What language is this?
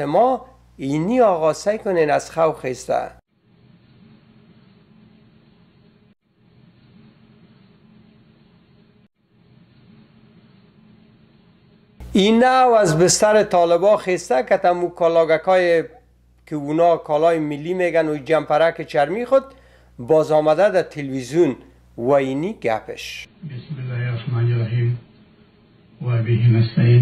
Persian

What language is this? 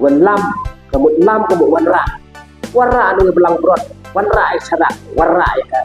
Khasi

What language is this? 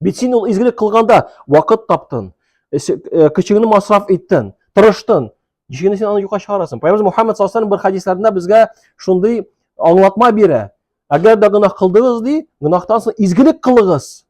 Tatar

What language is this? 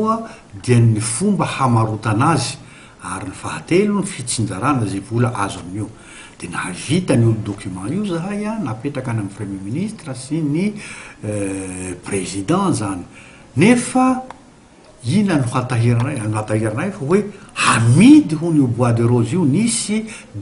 Malagasy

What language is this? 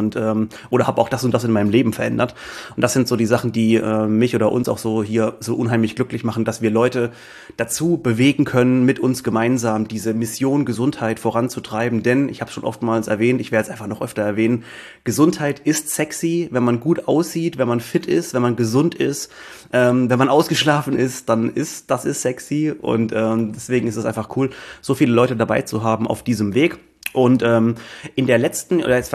German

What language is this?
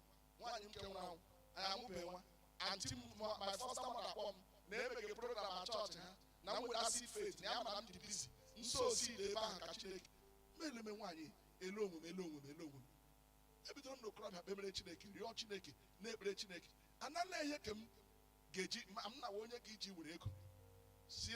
Igbo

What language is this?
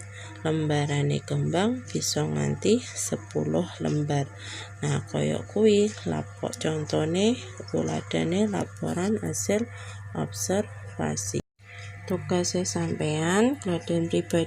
Javanese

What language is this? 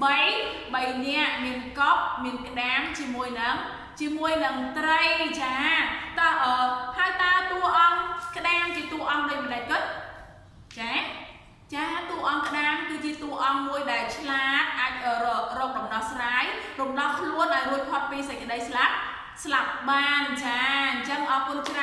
Khmer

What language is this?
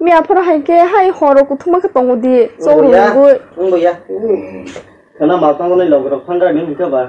Kok Borok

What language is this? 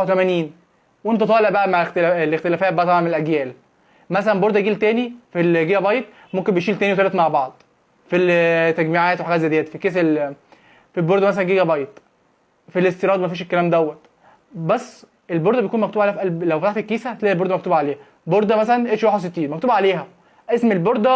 Egyptian Arabic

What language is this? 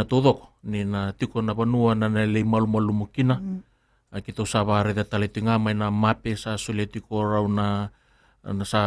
Fijian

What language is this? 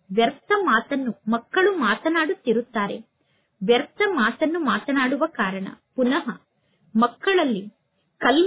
Kannada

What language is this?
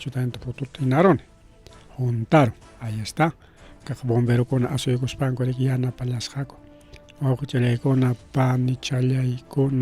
Ayacucho Quechua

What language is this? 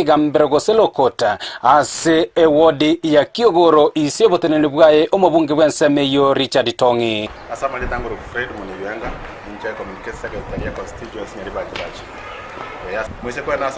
Gusii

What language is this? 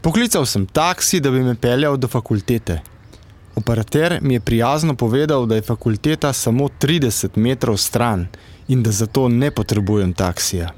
Slovenian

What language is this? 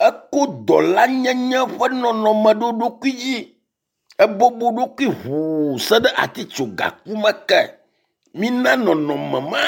Ewe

